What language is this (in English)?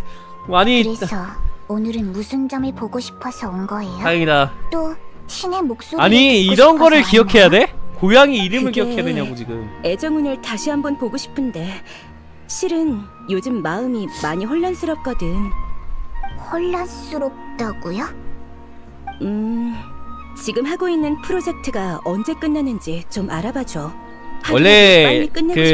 Korean